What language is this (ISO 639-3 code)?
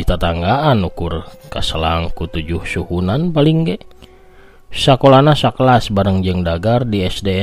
sun